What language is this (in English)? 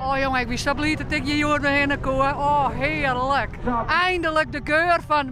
Western Frisian